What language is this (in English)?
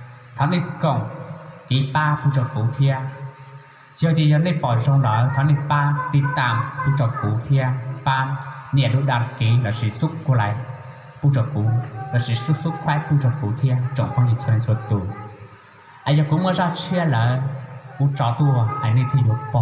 Hmong